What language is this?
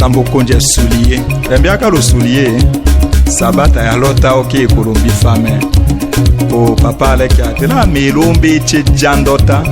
Tetela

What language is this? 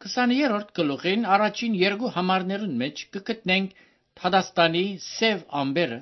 Armenian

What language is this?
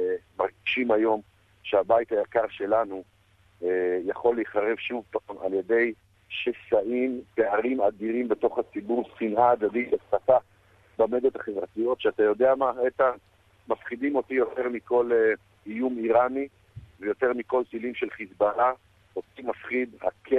Hebrew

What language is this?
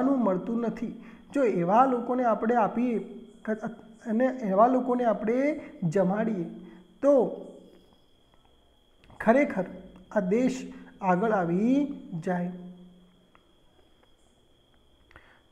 Gujarati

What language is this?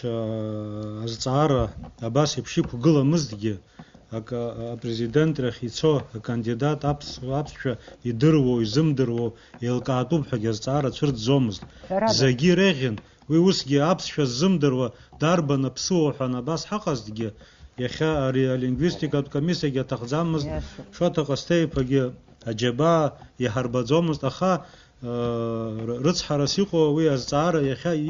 Abkhazian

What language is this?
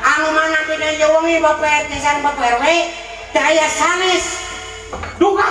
Sundanese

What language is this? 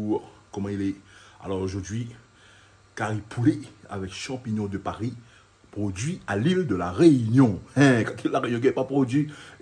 Réunion Creole French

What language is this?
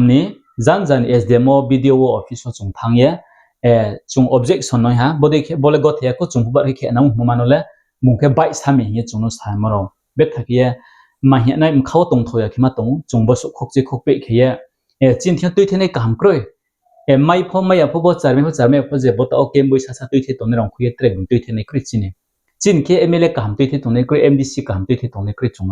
Riang (India)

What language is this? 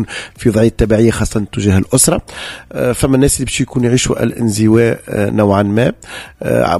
Tunisian Arabic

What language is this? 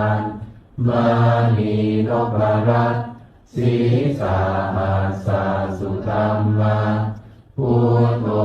Pali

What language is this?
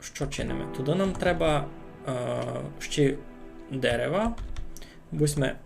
Rusyn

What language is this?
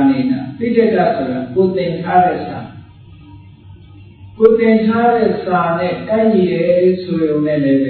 Burmese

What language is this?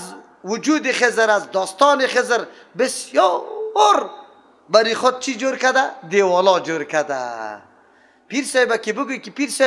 Persian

